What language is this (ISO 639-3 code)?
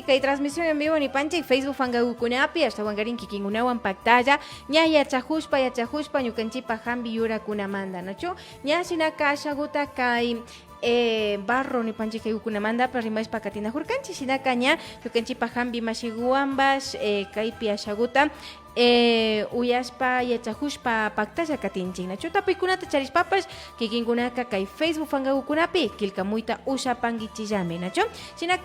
qvi